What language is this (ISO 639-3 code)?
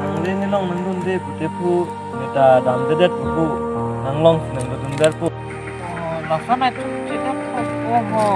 mjw